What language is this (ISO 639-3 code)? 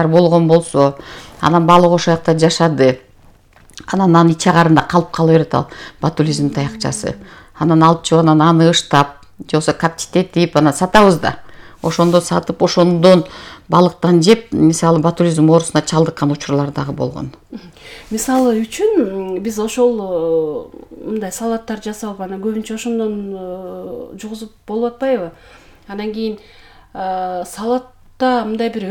kir